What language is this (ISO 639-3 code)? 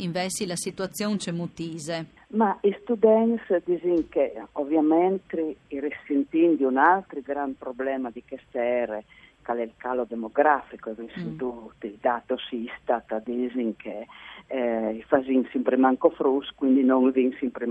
fur